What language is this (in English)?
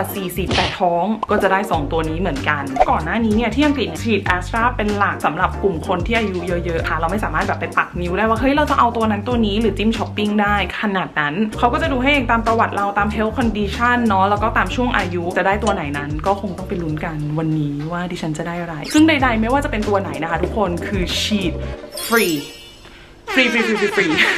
Thai